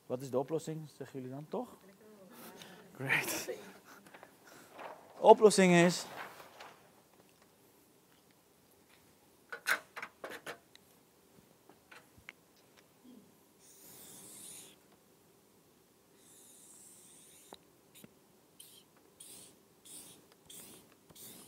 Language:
Dutch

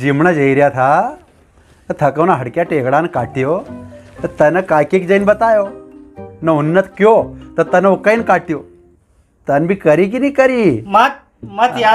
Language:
Rajasthani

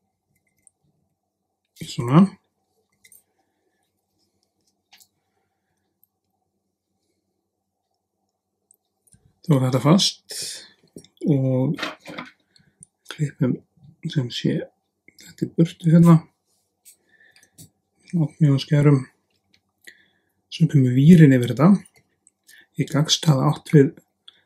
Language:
Icelandic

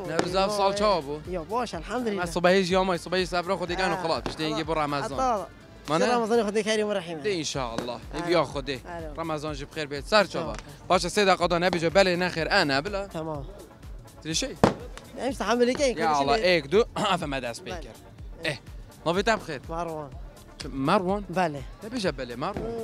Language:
Kurdish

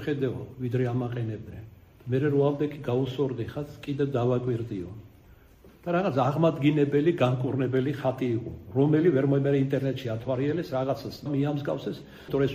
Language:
Georgian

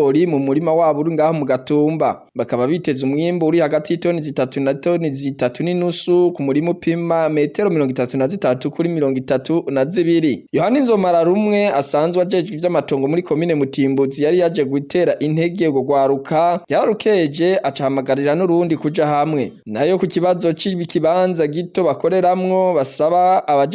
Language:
Rundi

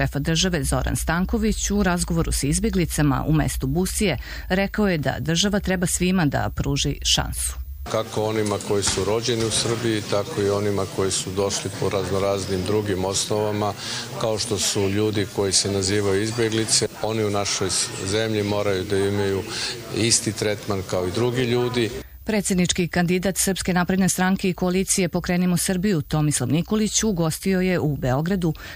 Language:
Serbian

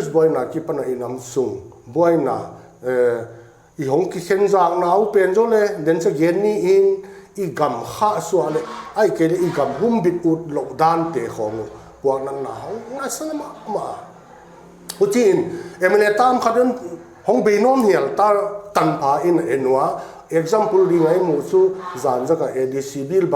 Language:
Paite Chin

